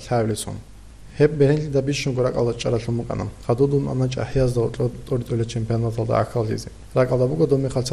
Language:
Avaric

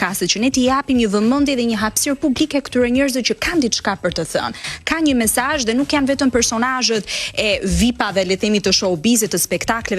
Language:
Albanian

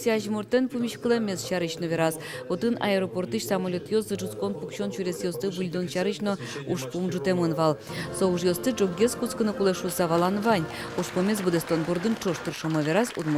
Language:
Udmurt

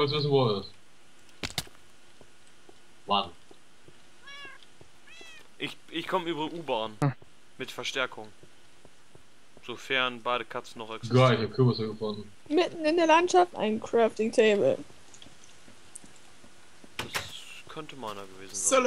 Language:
German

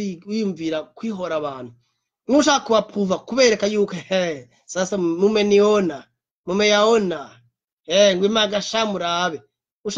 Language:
Rundi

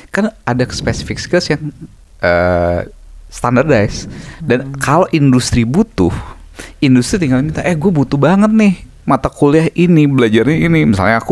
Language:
Indonesian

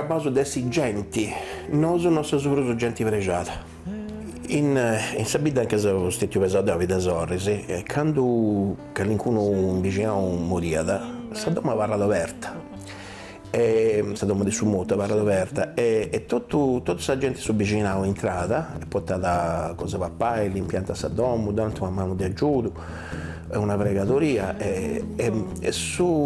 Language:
Sardinian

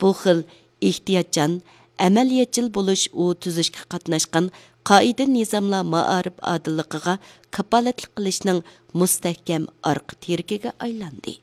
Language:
Uyghur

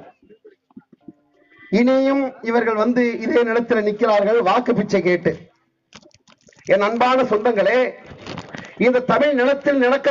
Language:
Tamil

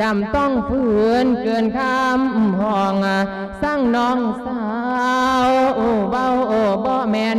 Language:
Lao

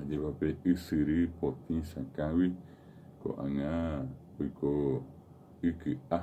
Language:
Guarani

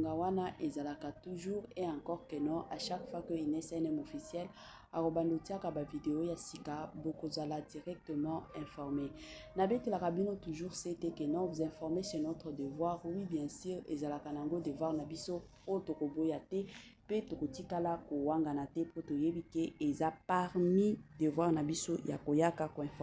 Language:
Lingala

